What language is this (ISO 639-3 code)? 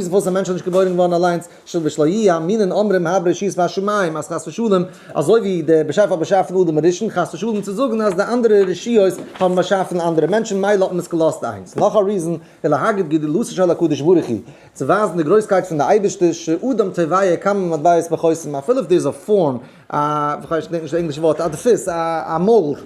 yid